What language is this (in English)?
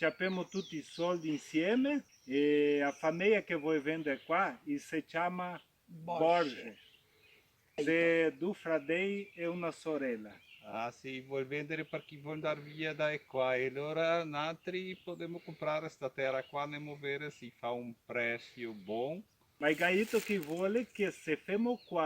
Venetian